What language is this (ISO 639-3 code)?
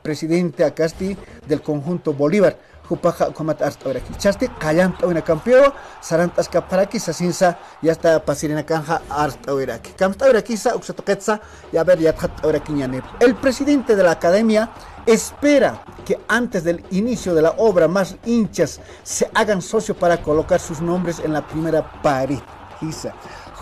aym